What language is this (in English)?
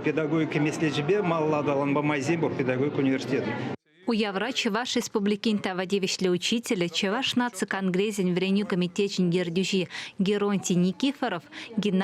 Chuvash